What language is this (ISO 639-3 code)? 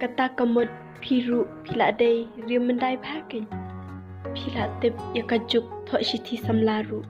kha